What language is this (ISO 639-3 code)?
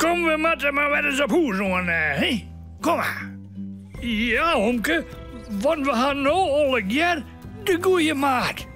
fry